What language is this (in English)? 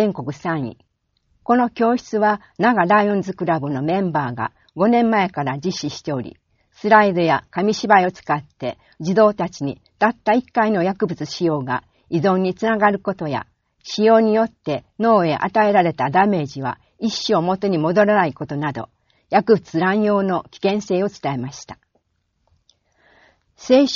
Japanese